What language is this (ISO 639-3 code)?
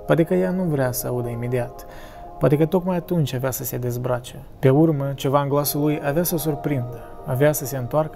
ron